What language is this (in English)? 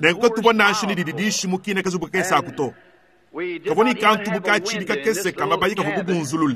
Luba-Lulua